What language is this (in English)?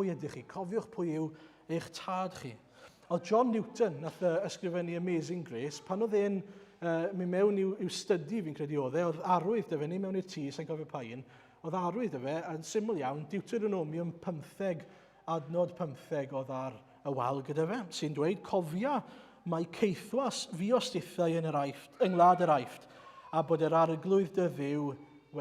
Welsh